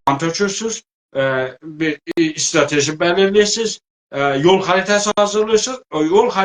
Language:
South Azerbaijani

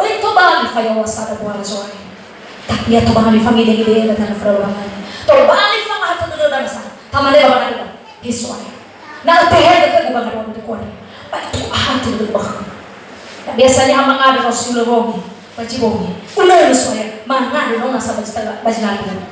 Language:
Nias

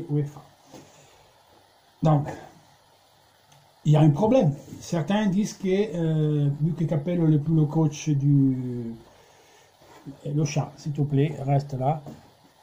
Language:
French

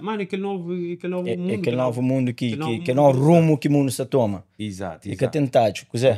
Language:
Kabuverdianu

